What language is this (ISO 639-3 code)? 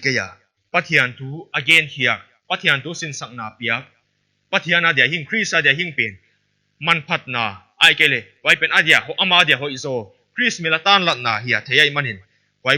pck